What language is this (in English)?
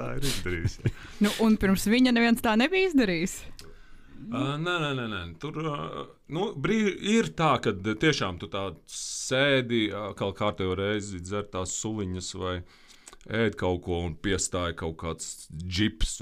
Latvian